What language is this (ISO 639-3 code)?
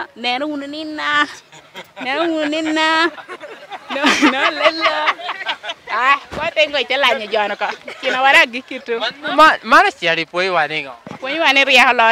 laj